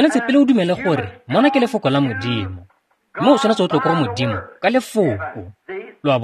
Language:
Tswana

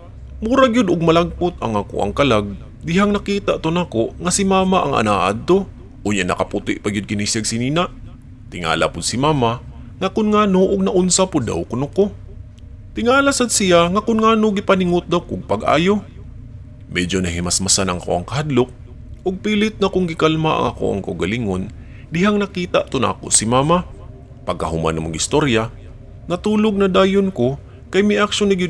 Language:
Cebuano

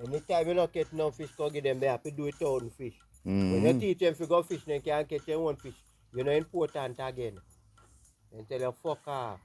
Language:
Jamaican Creole English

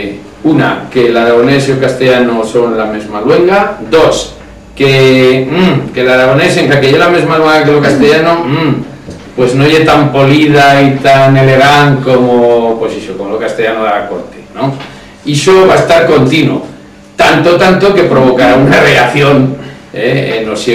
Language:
Aragonese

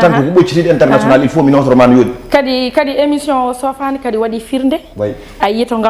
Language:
Fula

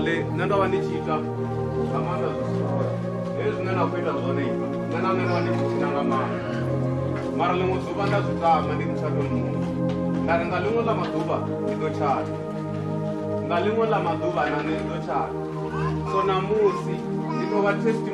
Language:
Venda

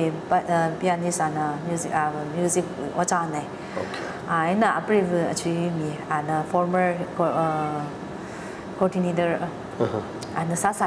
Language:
Tangkhul Naga (India)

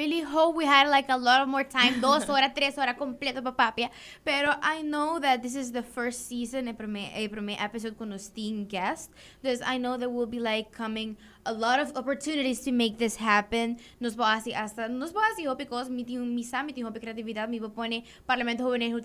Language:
Papiamento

